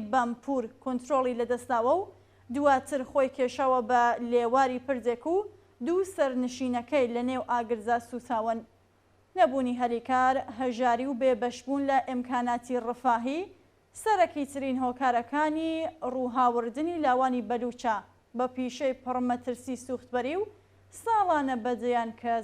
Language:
Central Kurdish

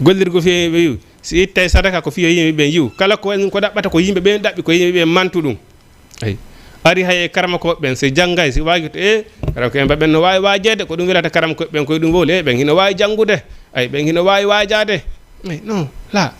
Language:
Fula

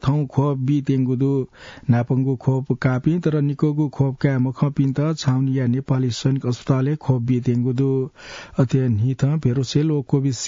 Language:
Newari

